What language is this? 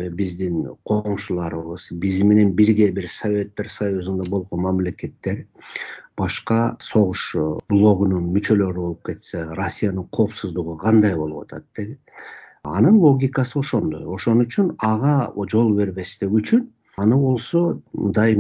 Kyrgyz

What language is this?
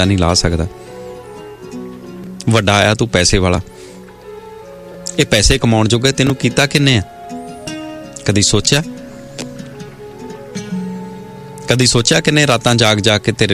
Punjabi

